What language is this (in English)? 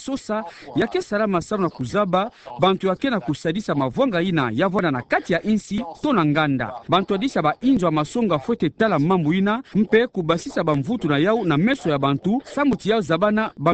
Kituba (Democratic Republic of Congo)